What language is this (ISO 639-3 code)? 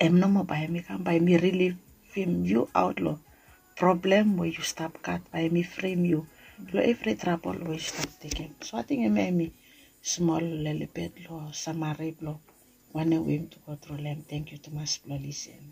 bis